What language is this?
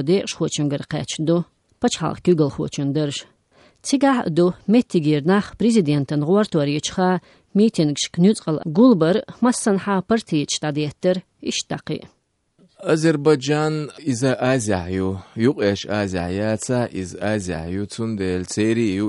Chechen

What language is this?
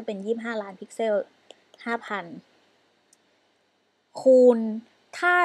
Thai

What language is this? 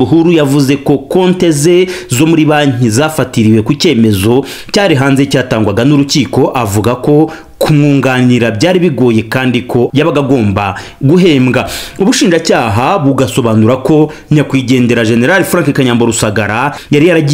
Kinyarwanda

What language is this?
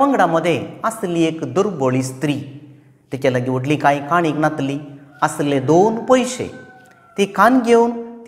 Konkani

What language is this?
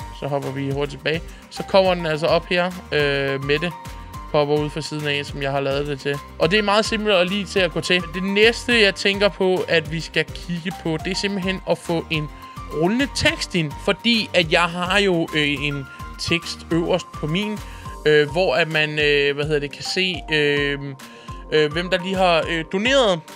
Danish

